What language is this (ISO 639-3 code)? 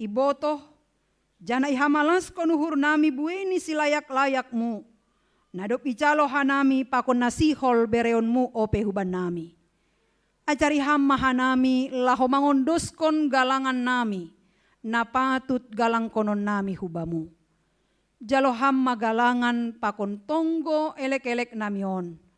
bts